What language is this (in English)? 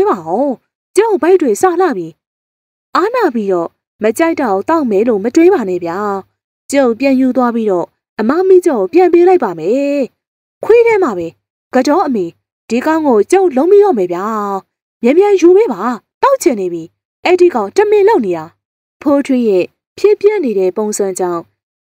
Burmese